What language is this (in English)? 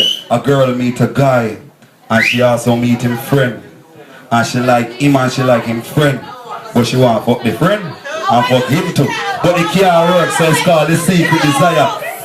Jamaican Creole English